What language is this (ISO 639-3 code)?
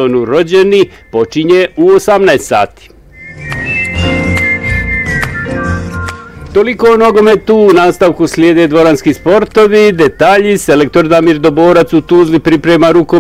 bos